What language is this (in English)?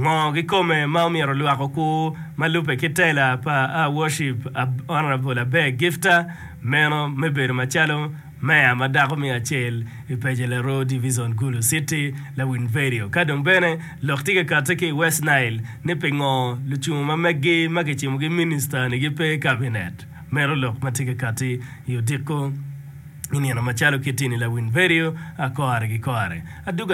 Acoli